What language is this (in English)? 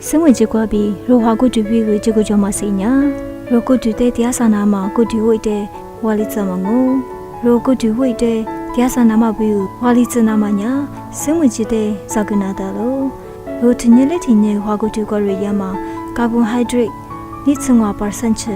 Lisu